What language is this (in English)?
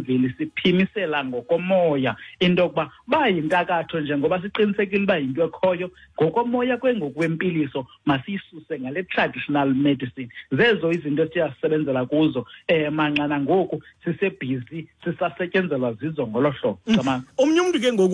Xhosa